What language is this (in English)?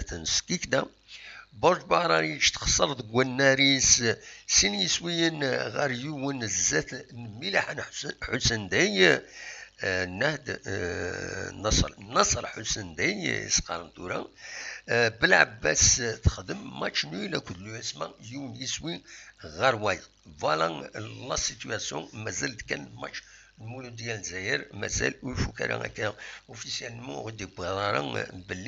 Kabyle